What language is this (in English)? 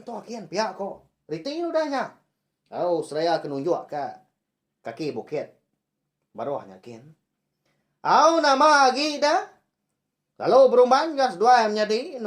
Iban